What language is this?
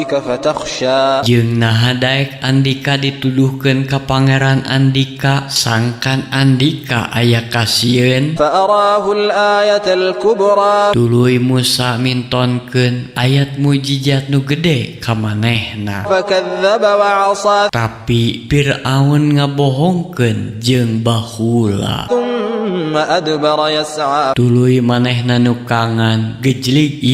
Sundanese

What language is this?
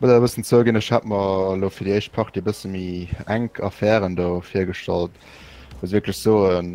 Luxembourgish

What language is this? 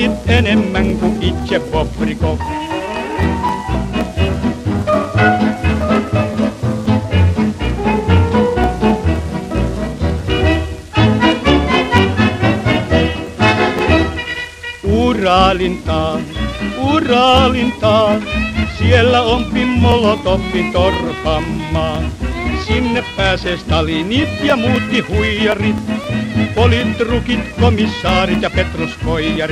Finnish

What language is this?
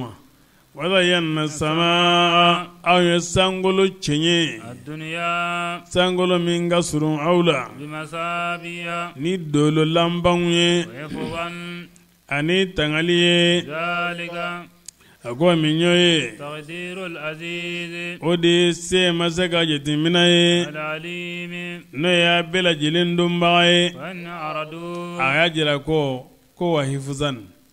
Bambara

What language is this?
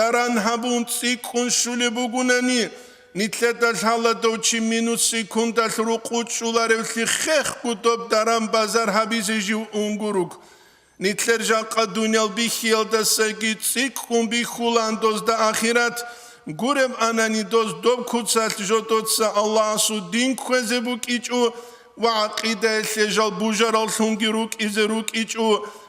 Avaric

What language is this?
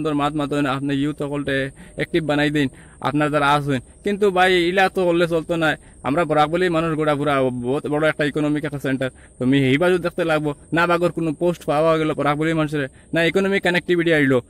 Sylheti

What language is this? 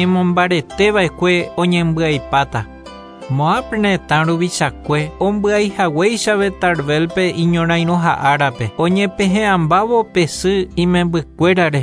Guarani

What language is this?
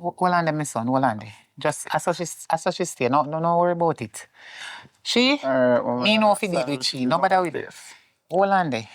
Jamaican Creole English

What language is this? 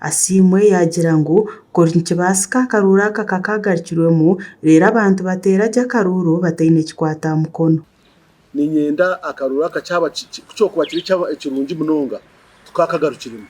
Nyankole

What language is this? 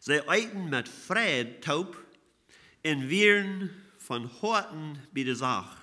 Plautdietsch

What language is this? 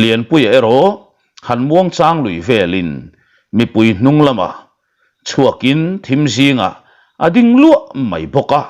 Mizo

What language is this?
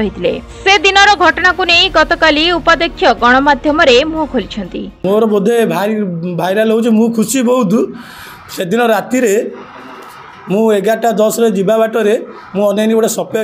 Odia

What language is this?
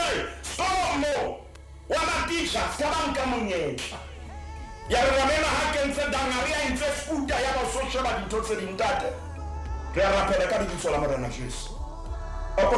Southern Sotho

